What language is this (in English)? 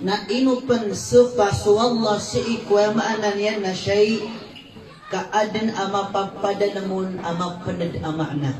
Maranao